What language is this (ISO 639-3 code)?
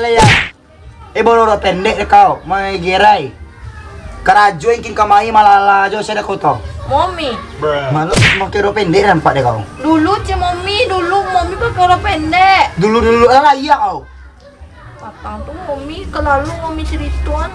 min